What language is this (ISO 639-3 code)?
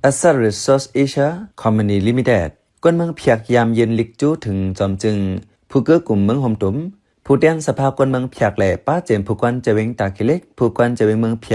shn